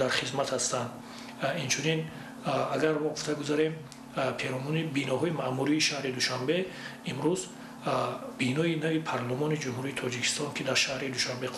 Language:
Tajik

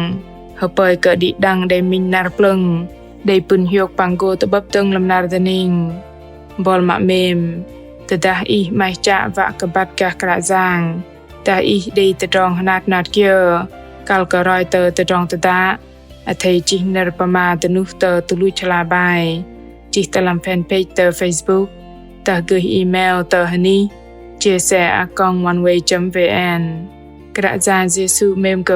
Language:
Bahnar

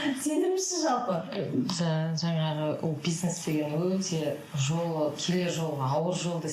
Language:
Kazakh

